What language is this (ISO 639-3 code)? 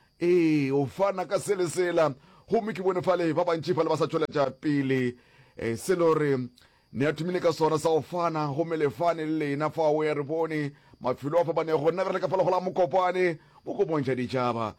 nso